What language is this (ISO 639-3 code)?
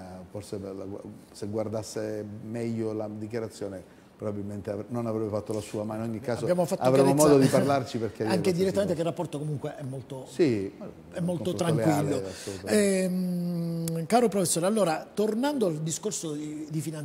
ita